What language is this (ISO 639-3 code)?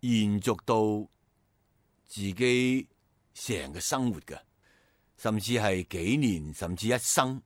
yue